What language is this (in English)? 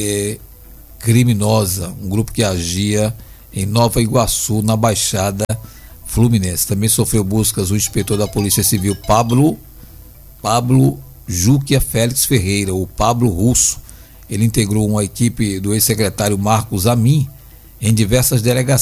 Portuguese